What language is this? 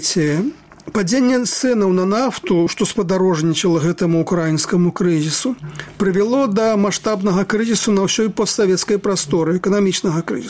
Belarusian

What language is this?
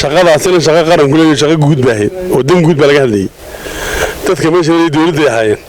Somali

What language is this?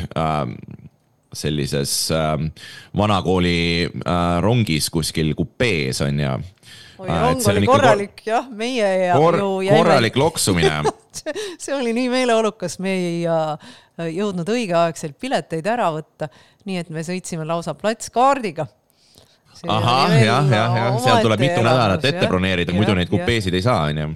Estonian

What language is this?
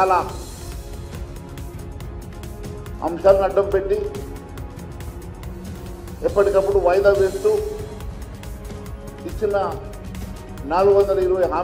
Telugu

